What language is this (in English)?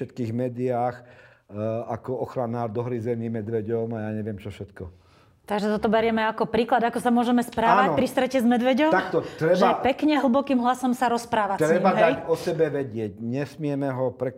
Slovak